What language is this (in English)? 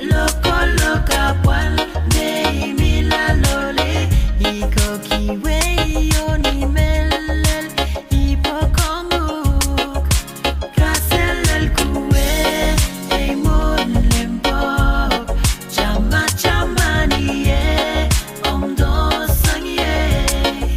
Pohnpeian